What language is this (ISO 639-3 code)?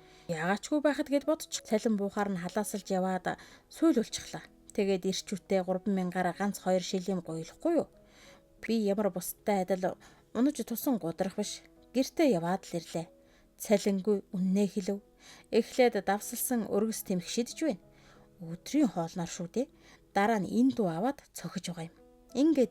mon